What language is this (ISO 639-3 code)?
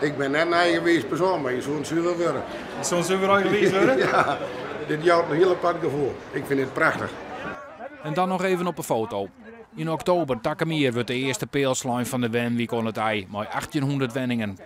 fry